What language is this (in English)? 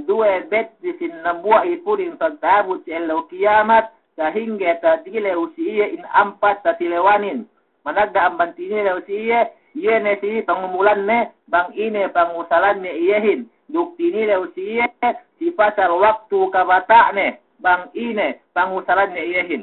Yakan